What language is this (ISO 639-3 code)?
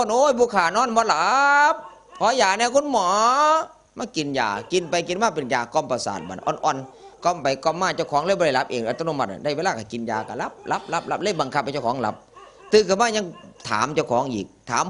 tts